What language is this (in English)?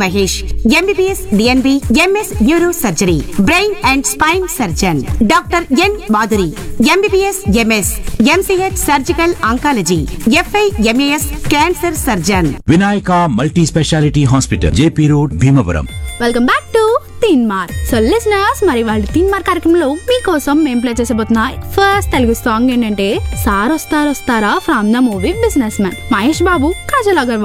Telugu